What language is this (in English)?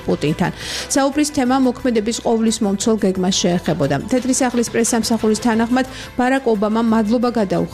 Georgian